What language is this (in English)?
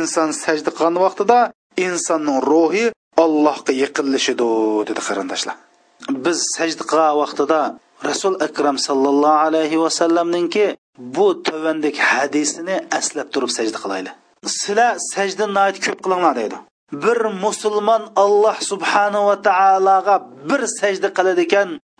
Uyghur